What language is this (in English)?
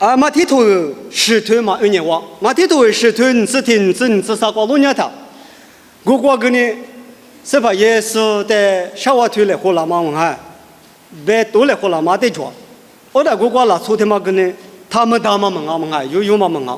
Lisu